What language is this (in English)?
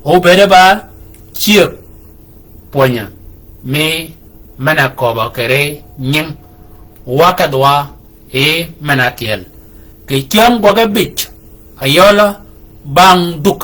Shilluk